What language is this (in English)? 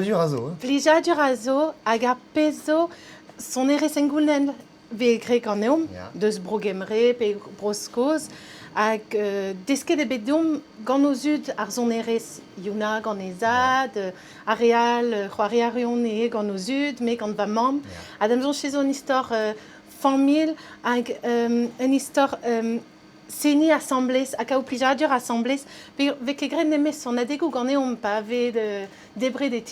Breton